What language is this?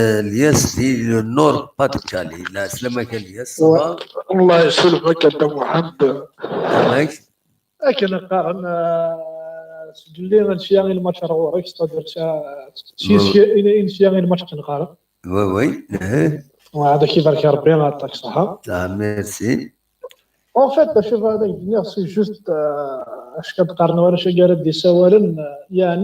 Kabyle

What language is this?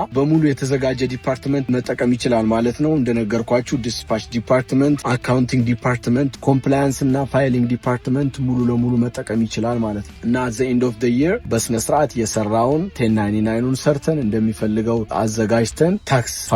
Amharic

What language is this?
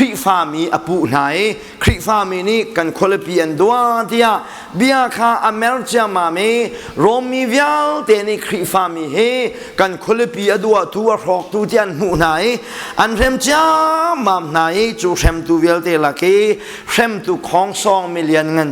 Hakha Chin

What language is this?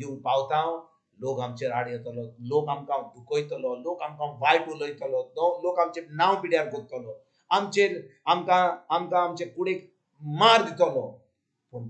Konkani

